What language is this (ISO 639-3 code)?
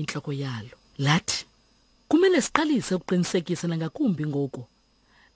xho